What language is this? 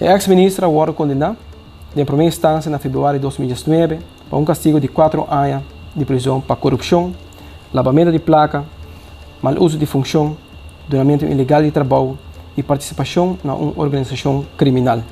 Papiamento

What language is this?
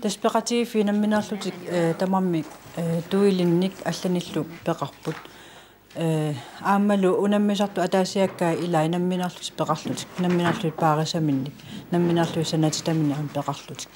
Kalaallisut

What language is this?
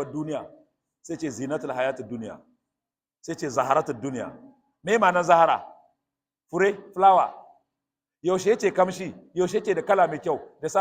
Hausa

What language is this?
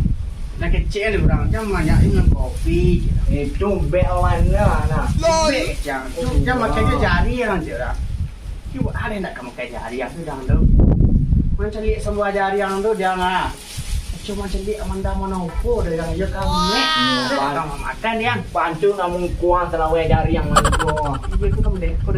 Minangkabau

